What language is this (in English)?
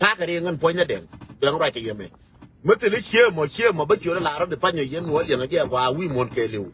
Nuer